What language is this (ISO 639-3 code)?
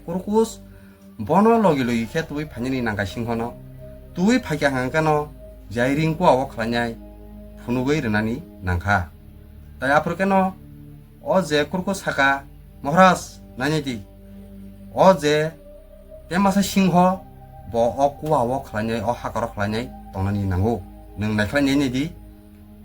trp